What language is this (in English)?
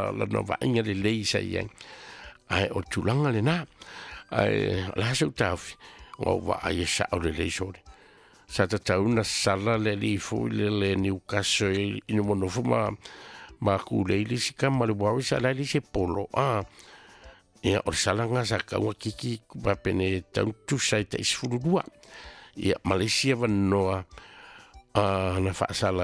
Samoan